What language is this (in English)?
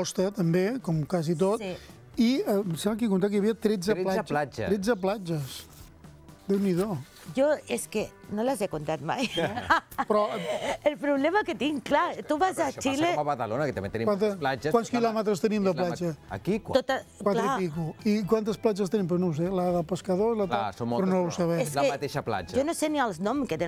Catalan